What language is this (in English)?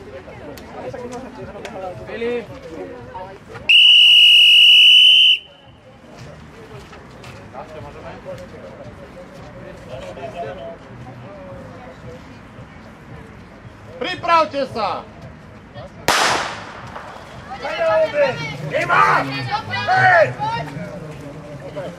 Slovak